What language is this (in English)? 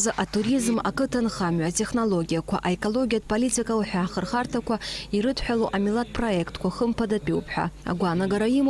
Abkhazian